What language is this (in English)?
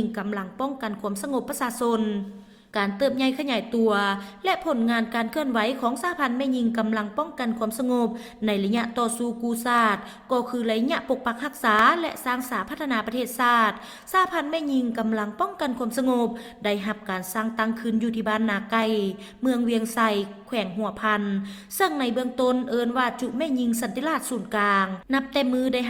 Lao